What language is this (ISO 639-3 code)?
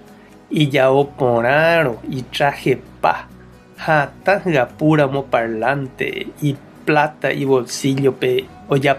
grn